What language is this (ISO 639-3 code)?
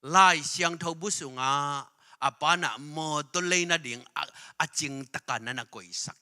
ctd